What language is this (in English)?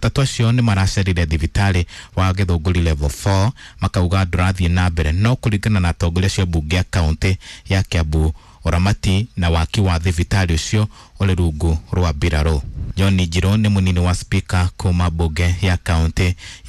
Kikuyu